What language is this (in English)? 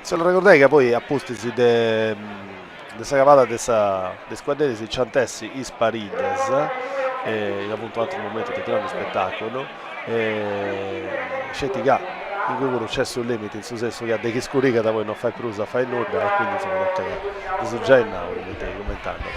Sardinian